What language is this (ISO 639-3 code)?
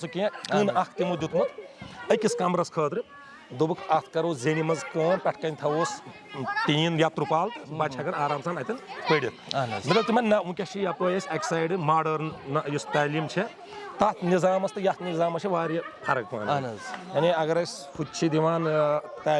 kas